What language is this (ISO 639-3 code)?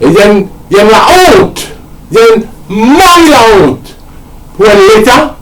mfe